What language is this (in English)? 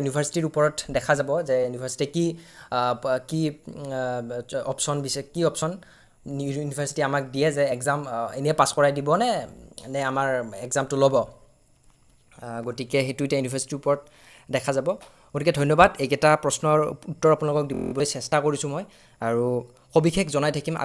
Assamese